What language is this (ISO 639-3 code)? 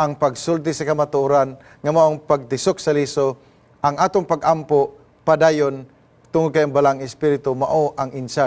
ceb